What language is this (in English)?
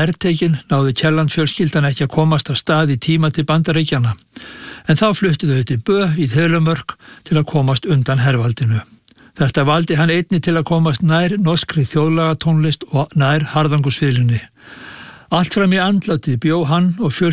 Icelandic